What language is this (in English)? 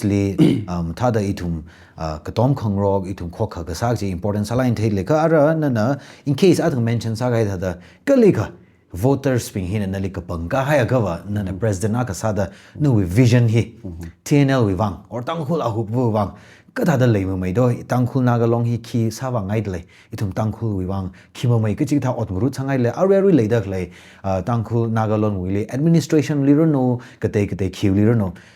Tangkhul Naga (India)